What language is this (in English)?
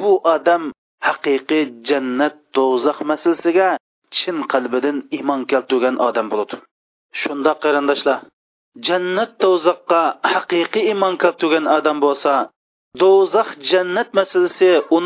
Uyghur